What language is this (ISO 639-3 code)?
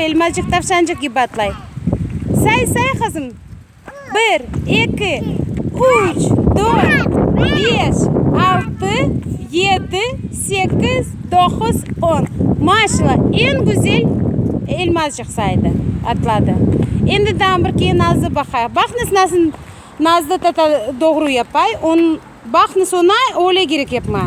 crh